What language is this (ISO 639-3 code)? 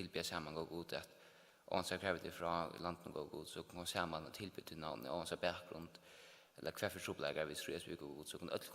fao